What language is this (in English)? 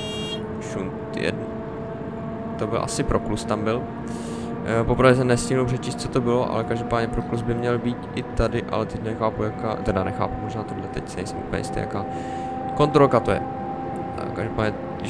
Czech